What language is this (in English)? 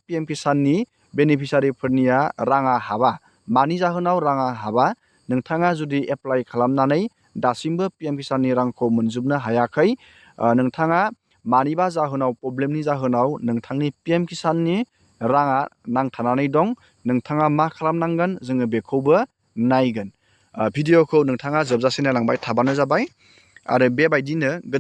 Bodo